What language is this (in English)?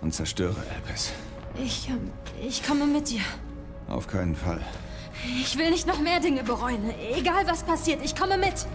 Bavarian